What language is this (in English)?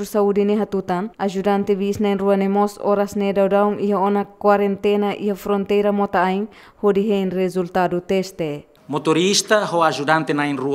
Tetum